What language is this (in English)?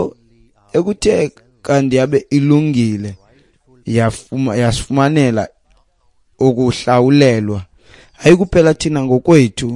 Xhosa